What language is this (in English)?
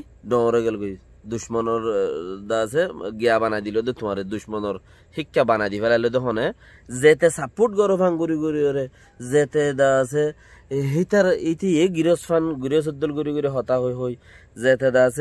Rohingya